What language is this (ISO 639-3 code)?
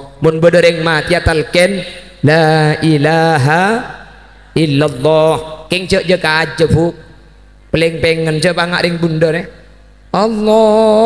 mad